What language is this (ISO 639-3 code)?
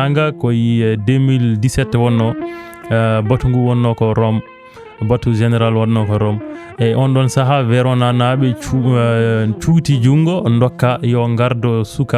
ful